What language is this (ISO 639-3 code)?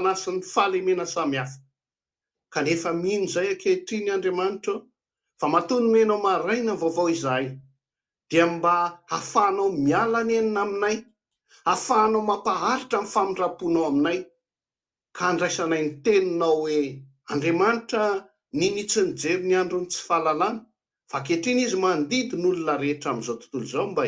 mlg